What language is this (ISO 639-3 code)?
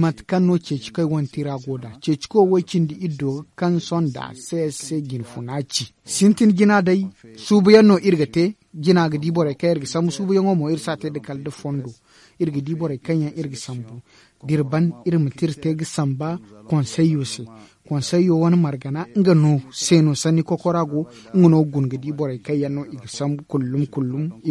dje